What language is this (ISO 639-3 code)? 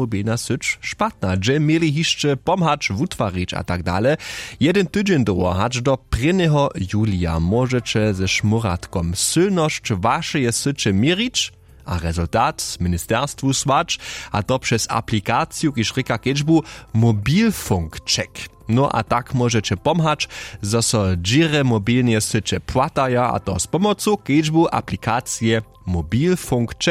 hsb